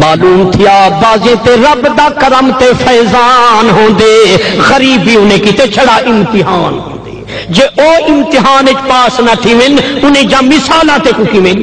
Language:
Saraiki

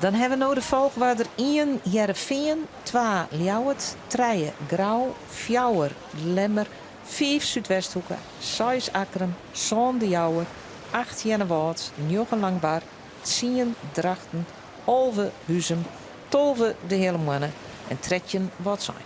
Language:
Western Frisian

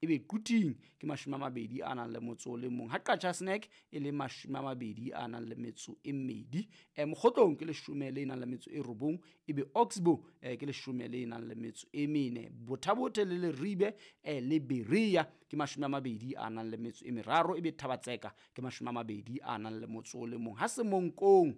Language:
Southern Sotho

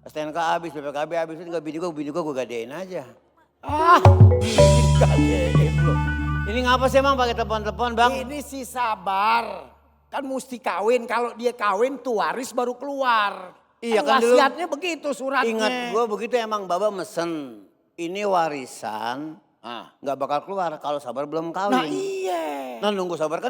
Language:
Betawi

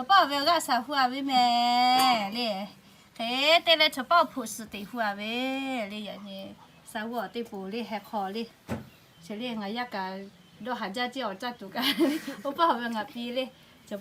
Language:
Lahu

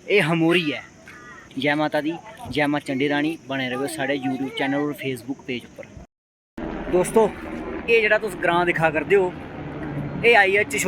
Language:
Dogri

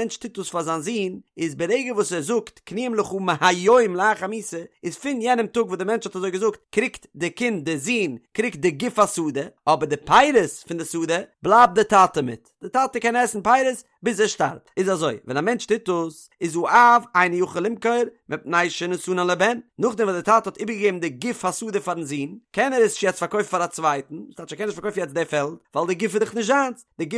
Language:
Yiddish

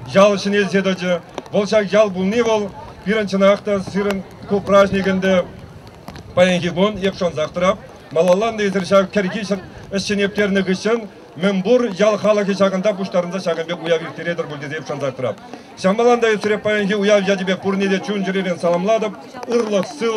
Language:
Chuvash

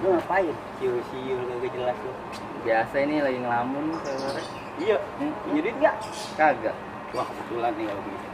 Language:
Betawi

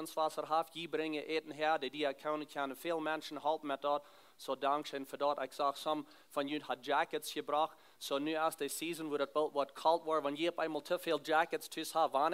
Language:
Plautdietsch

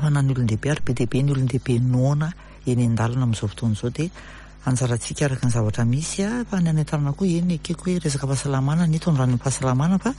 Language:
Malagasy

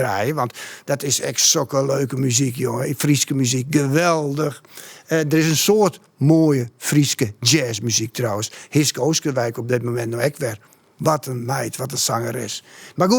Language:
Western Frisian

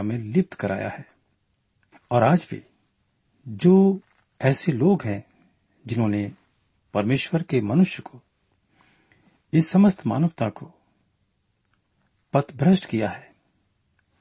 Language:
Hindi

